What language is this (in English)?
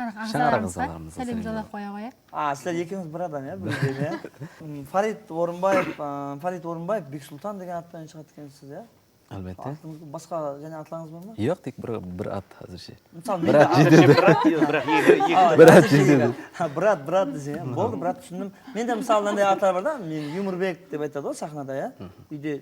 Kara-Kalpak